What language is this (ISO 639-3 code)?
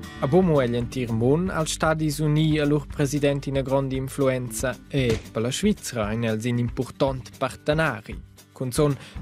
roh